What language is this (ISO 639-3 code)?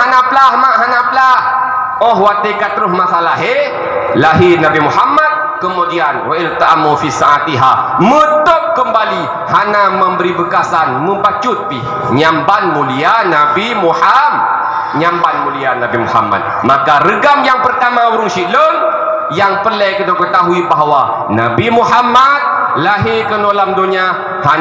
ace